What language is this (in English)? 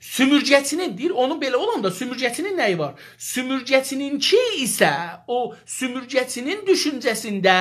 South Azerbaijani